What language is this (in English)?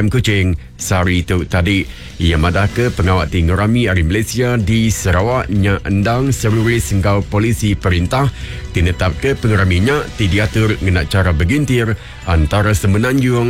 Iban